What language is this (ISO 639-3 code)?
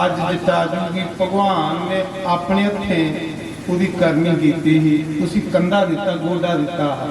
doi